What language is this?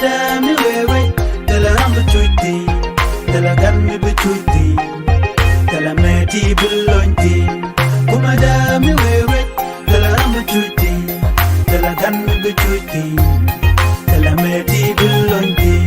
Nuer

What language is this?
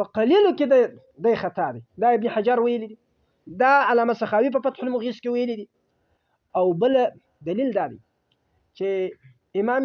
Pashto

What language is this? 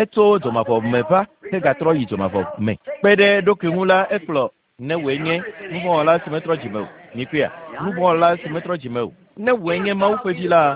Ewe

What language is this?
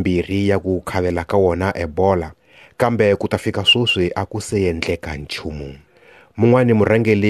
Tsonga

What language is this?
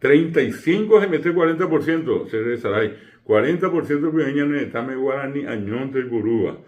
Guarani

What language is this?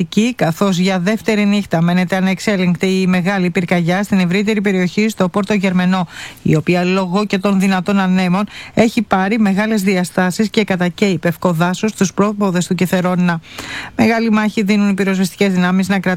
Greek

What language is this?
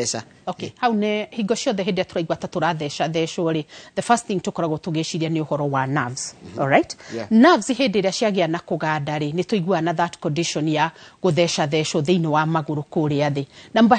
Kikuyu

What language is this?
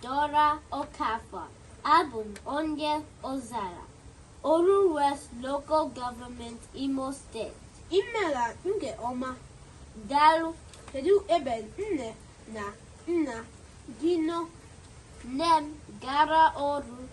Igbo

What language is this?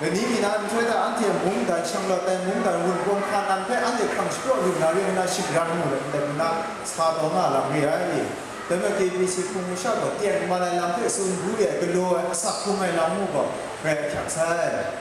Kachin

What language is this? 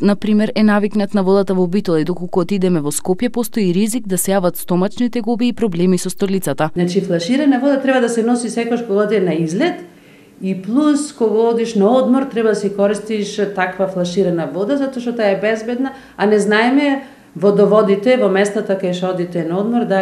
Macedonian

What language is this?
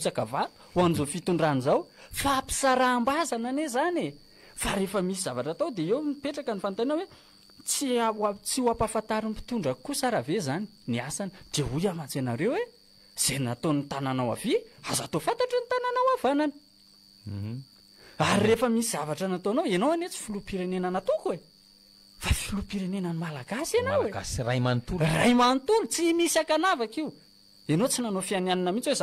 Malagasy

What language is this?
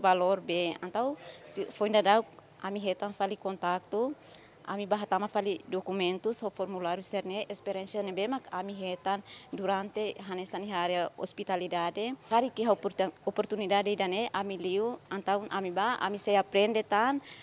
Tetum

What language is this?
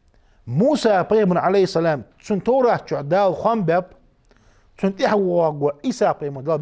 Ingush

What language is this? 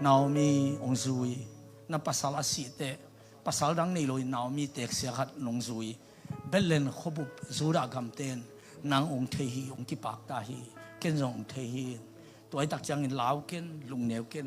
Tedim Chin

